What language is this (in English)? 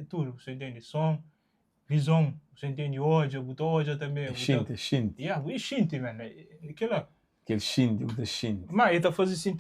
Kabuverdianu